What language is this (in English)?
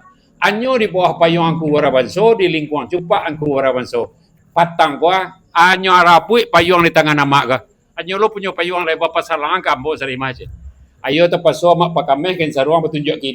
Minangkabau